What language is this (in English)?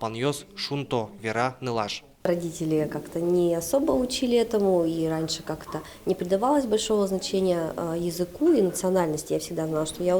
Udmurt